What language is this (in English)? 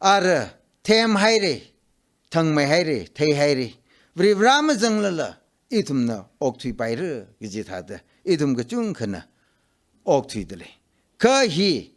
Tangkhul Naga (India)